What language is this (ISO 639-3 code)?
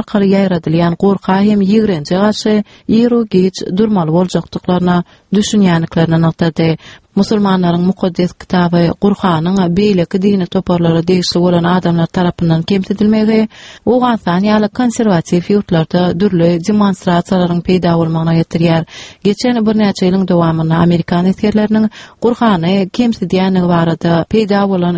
tuk